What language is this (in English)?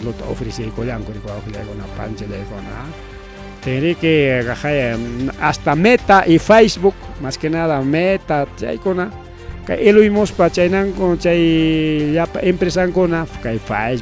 Ayacucho Quechua